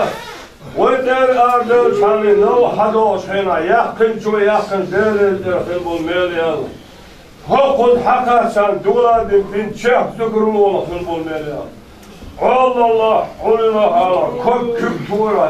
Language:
Chechen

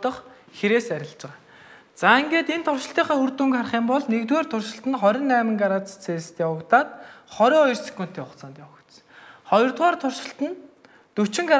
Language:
Mongolian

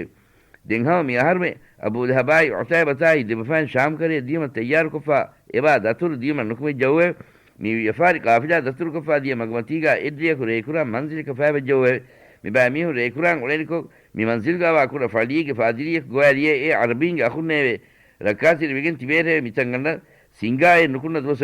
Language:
Divehi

